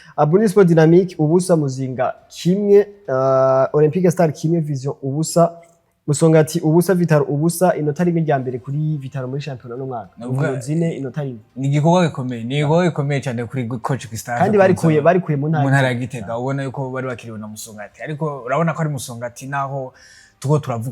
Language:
Rundi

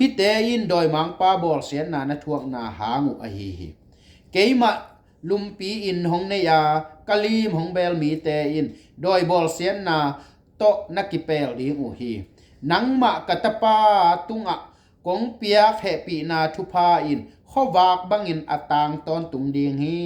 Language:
Tedim Chin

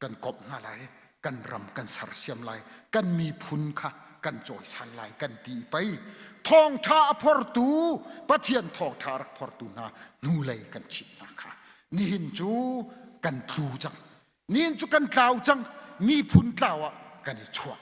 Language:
Hakha Chin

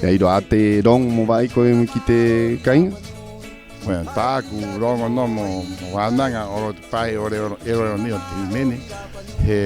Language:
Rapanui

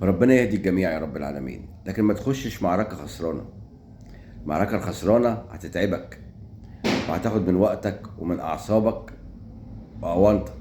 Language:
Egyptian Arabic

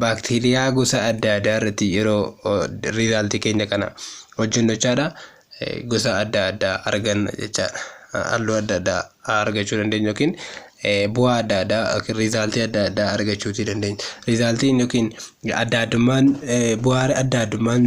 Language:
Oromo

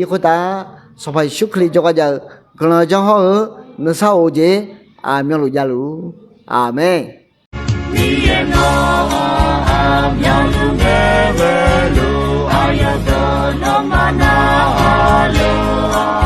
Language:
Akha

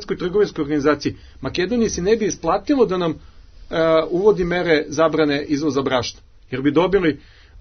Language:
Serbian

